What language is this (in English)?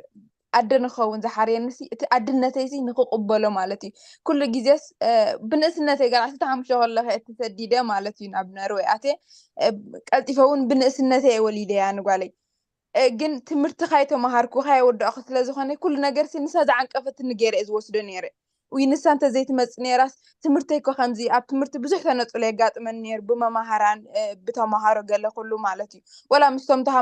Tigrinya